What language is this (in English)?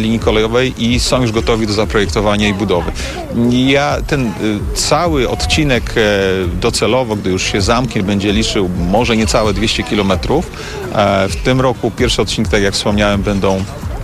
Polish